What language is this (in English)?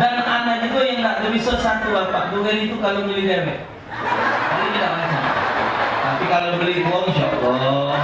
Musi